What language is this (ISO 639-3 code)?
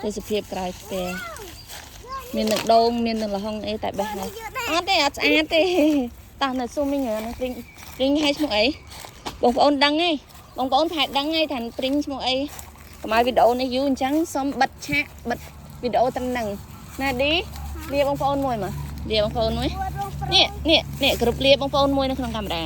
khm